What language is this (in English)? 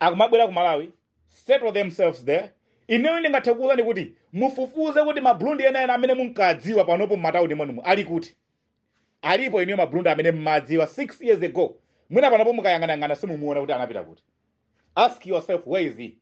Nyanja